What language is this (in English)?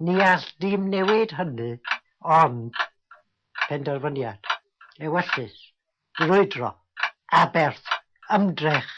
Welsh